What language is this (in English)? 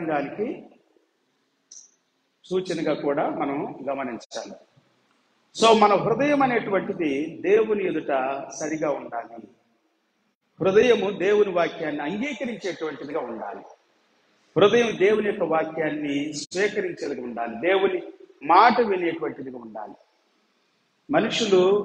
Telugu